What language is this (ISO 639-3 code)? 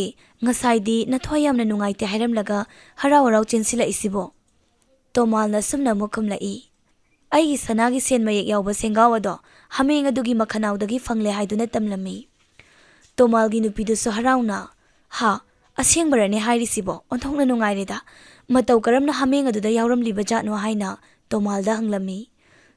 mni